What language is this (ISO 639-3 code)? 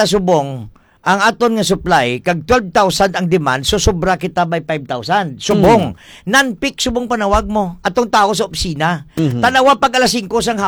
hil